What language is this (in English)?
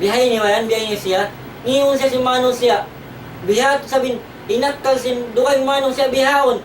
Tausug